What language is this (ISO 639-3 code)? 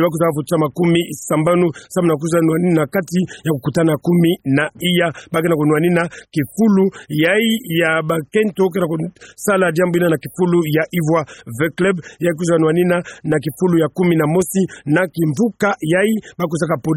ktu